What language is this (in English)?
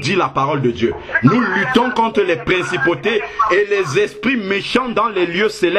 French